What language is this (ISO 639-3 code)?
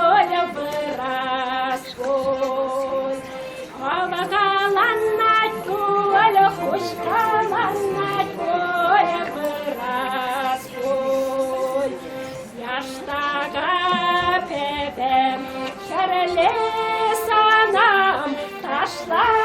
chv